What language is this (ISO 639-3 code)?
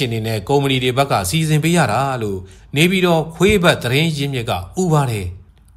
mya